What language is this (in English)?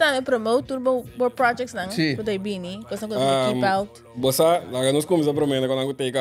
Papiamento